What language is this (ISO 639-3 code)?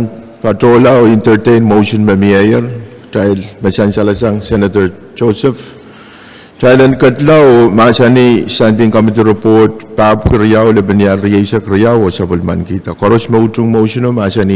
pon